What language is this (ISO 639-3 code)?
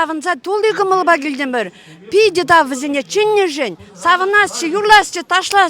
chv